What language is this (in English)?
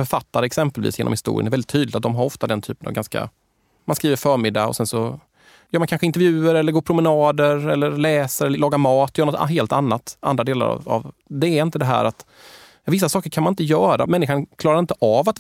Swedish